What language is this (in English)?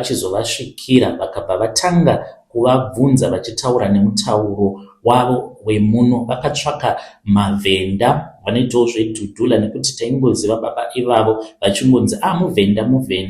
Shona